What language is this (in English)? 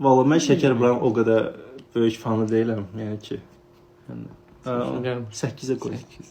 Azerbaijani